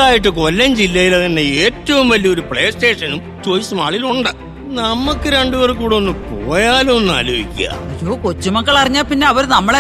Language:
Malayalam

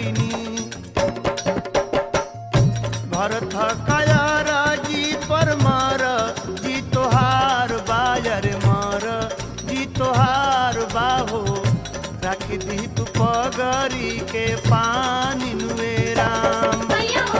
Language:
Bhojpuri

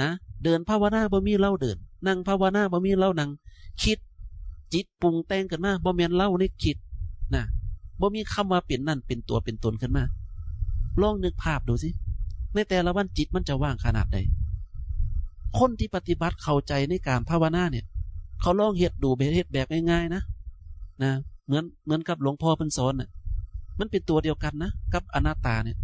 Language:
Northeastern Thai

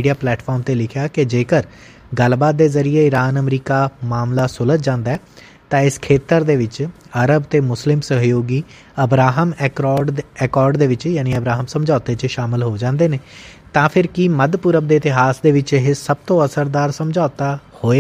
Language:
Punjabi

